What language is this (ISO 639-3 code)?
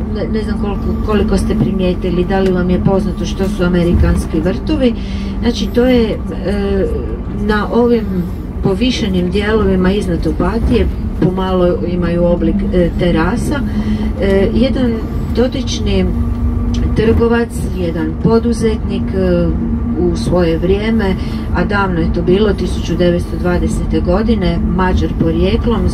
hrv